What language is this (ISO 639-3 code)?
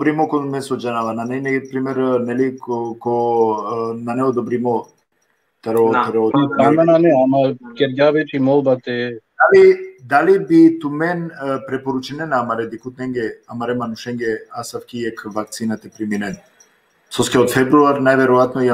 rmn